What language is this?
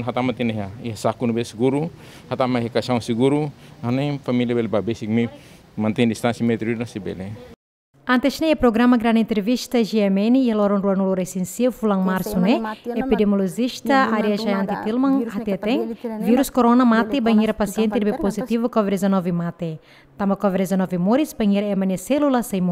Tetum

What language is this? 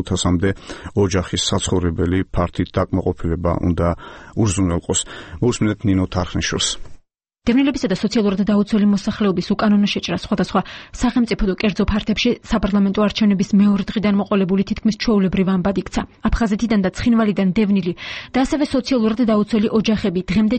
Georgian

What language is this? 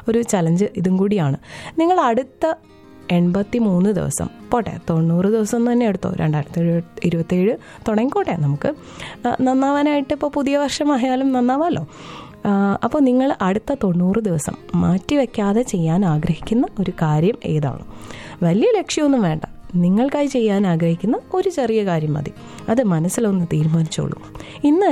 Malayalam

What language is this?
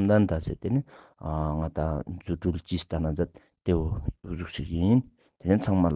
Ladakhi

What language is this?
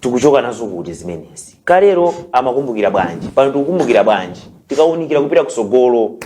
Nyanja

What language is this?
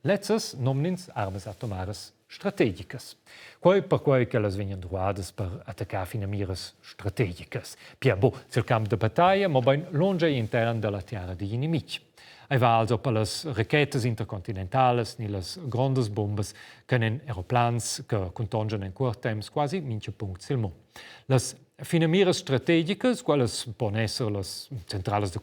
Romansh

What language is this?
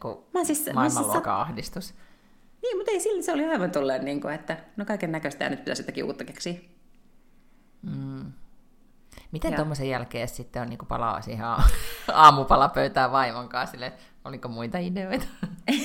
Finnish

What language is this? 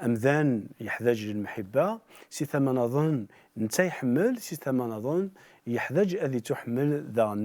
Kabyle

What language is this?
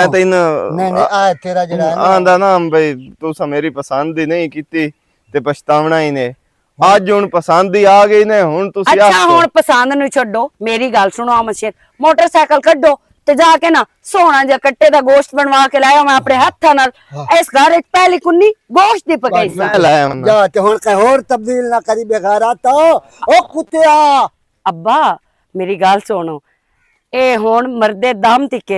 Western Panjabi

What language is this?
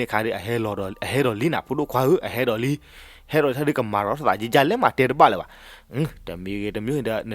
S'gaw Karen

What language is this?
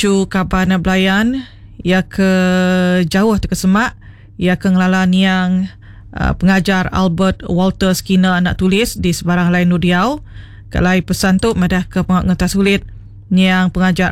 Iban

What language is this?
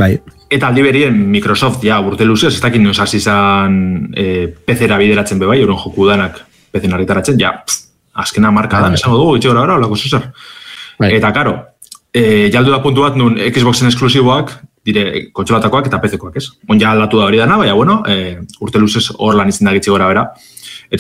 Basque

